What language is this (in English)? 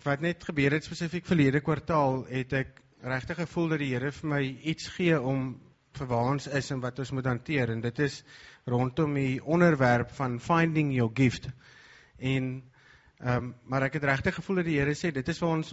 Afrikaans